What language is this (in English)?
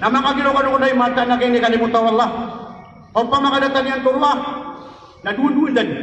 Maranao